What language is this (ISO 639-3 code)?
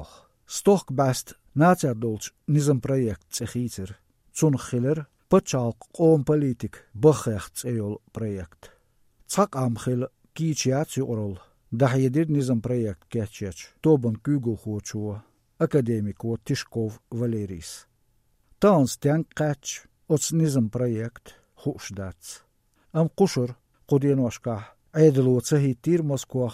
che